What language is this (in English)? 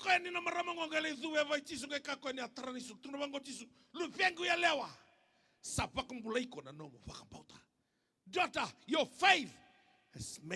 Fijian